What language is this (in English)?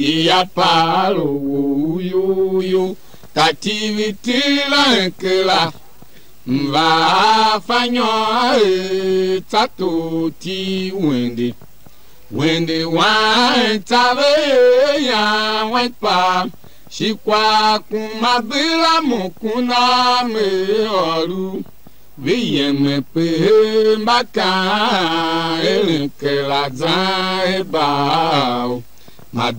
Tiv